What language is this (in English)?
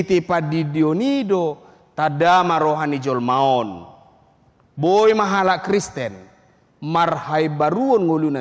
Batak Toba